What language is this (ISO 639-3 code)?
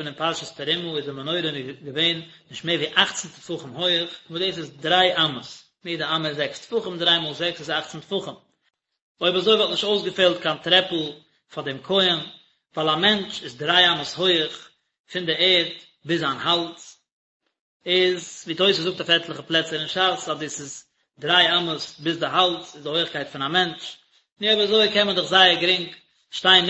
yid